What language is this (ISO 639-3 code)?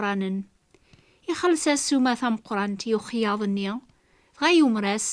kab